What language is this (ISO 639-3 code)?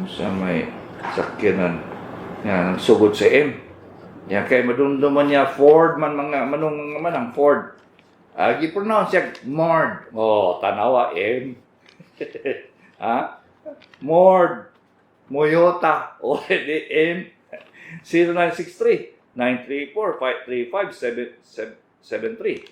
ceb